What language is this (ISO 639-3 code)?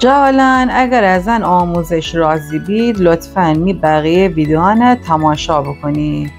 glk